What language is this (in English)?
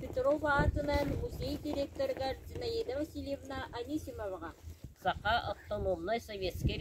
Yakut